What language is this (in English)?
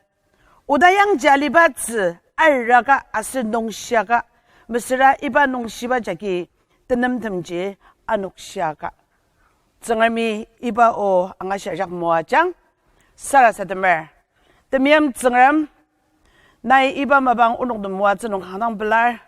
Ao Naga